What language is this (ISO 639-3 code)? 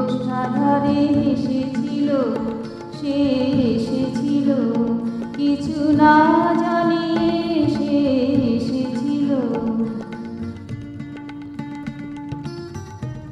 ben